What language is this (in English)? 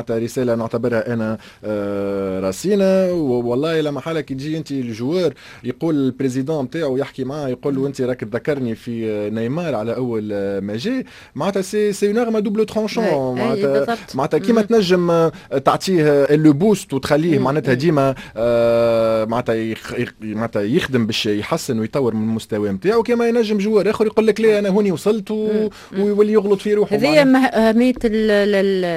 Tunisian Arabic